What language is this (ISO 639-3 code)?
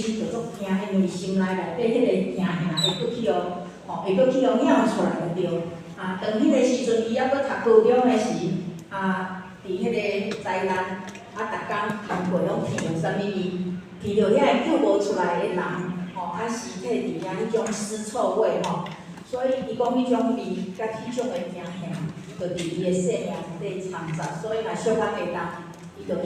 nan